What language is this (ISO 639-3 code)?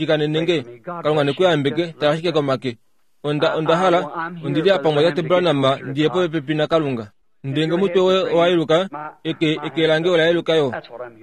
kua